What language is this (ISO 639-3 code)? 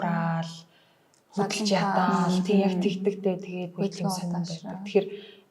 mon